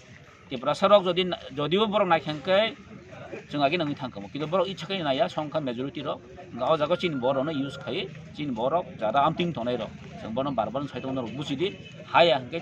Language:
Kok Borok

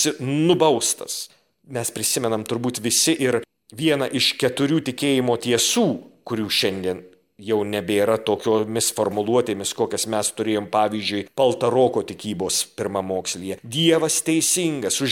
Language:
Lithuanian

